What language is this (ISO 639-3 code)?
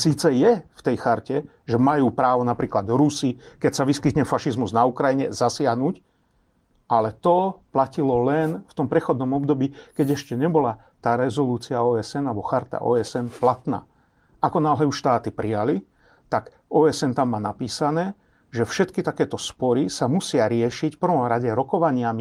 slk